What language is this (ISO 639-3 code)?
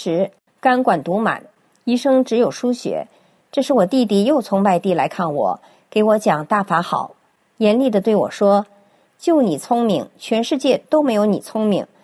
zho